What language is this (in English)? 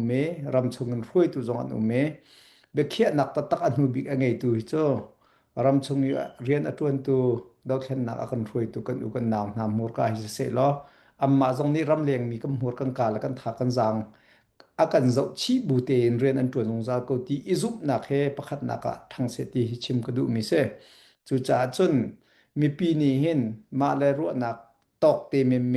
Hakha Chin